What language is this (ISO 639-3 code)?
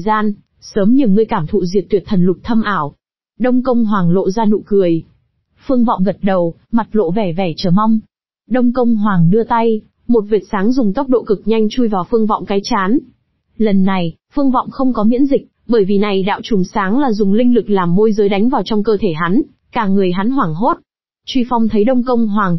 vie